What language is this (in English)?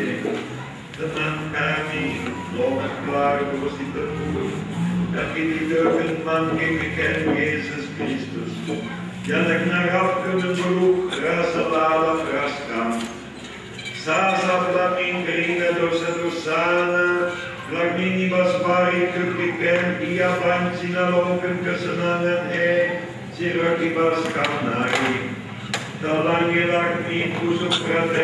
Batak Karo